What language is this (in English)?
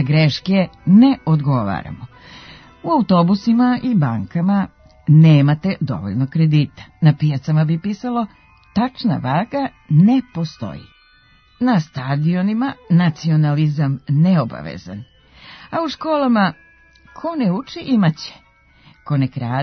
Serbian